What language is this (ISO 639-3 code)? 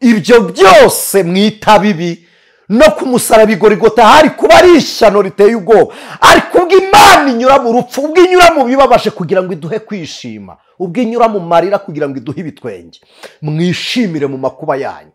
kin